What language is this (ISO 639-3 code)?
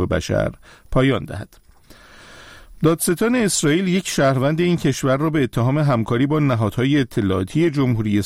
fas